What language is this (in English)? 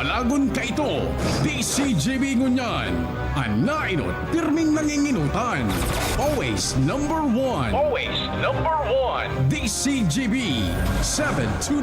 Bikol